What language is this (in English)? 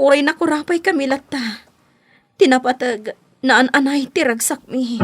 Iloko